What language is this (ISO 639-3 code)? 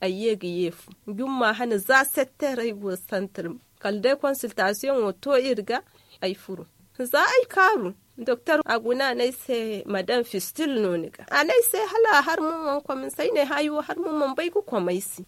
dje